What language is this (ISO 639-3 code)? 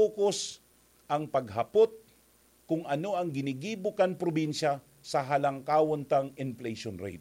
bik